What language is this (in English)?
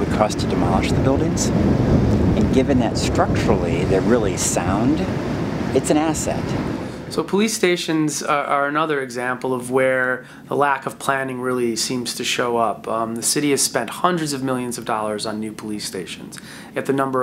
English